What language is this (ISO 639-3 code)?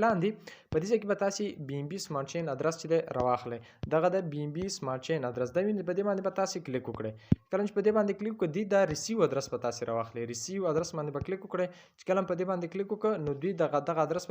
pus